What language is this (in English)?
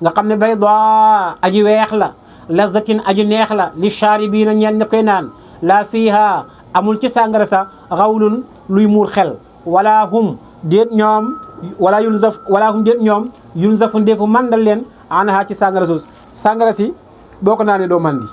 Wolof